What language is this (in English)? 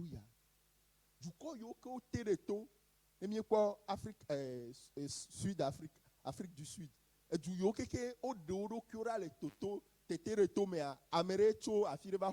Ewe